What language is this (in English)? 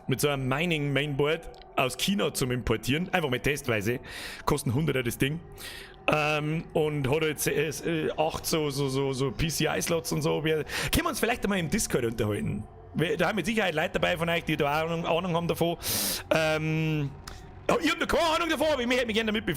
Bavarian